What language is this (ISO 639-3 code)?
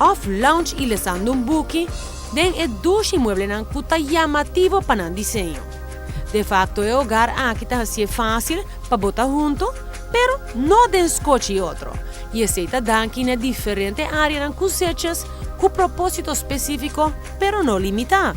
pap